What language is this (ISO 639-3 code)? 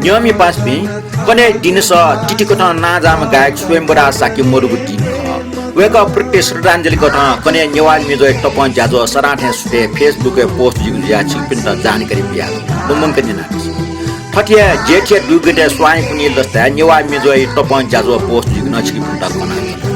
new